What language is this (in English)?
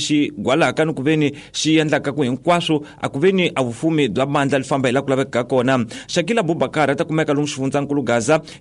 Tsonga